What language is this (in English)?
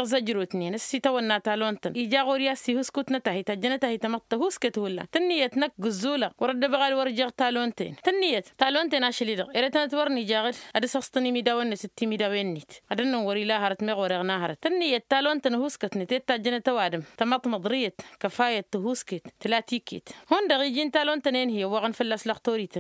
Tamasheq